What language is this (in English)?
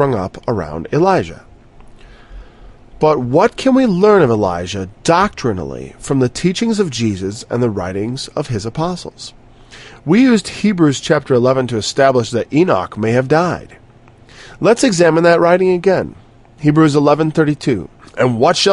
English